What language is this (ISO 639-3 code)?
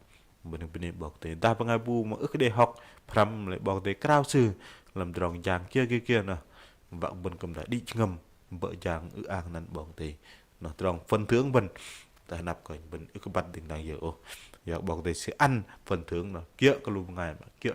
bdq